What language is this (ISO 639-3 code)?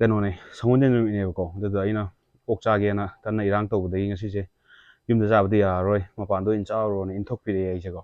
mni